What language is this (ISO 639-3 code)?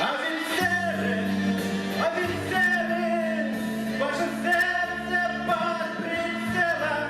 sah